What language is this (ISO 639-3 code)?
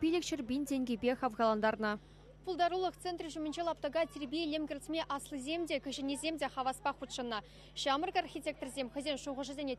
chv